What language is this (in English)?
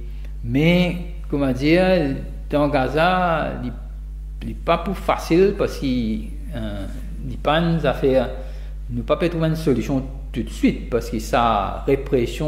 Morisyen